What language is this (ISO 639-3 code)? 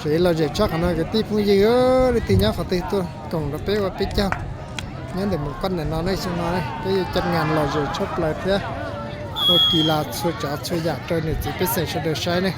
hmn